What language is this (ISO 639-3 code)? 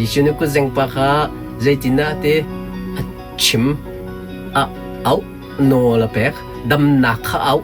cnh